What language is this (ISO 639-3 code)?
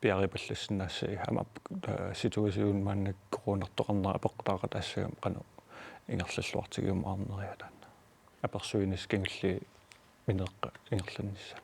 kal